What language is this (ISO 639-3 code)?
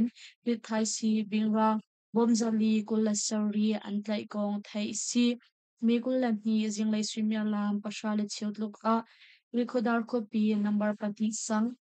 cnh